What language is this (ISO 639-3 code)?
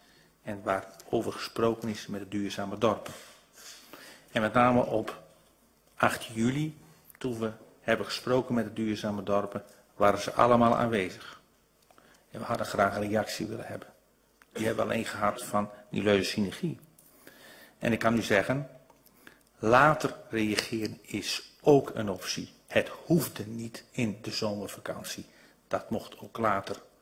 nld